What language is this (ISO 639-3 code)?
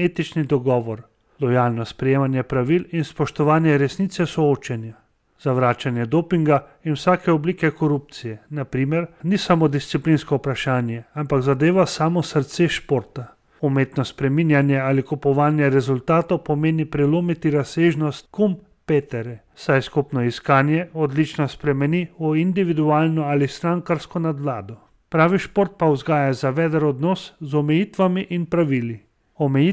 slv